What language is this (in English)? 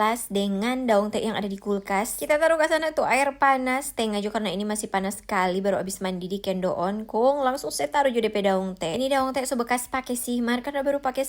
Manado Malay